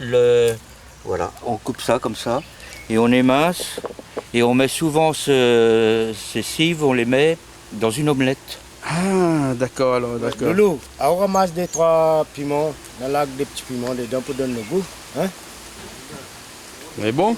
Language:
Réunion Creole French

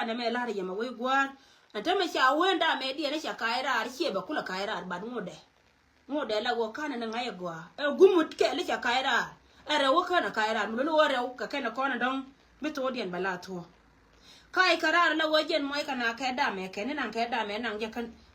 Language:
Nuer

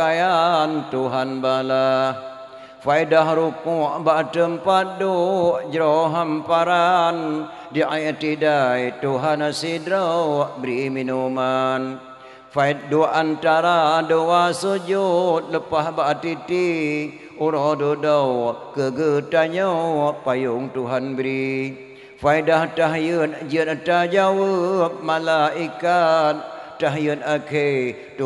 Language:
Achinese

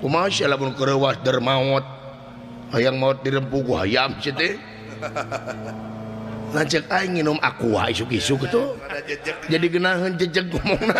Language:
Sundanese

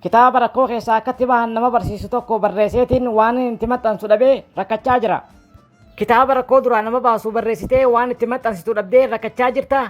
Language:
Oromo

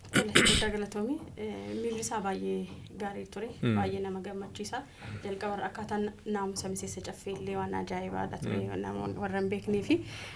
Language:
Oromo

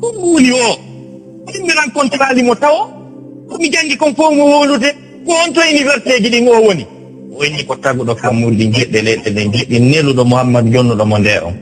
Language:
Fula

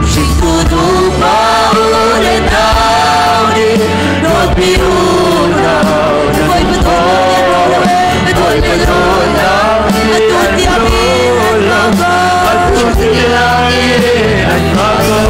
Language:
Hakha Chin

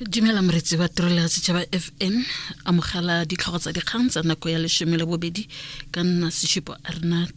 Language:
Tswana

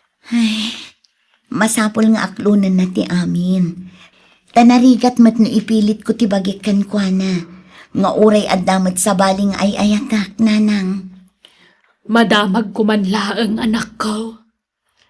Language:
Iloko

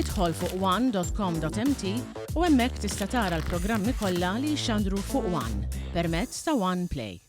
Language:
Maltese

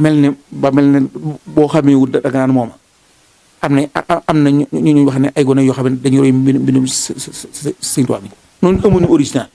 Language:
Wolof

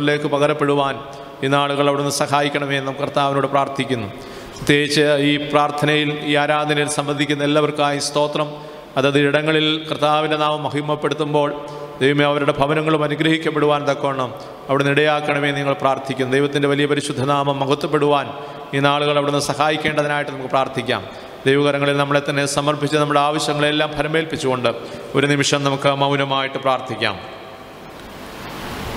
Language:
Malayalam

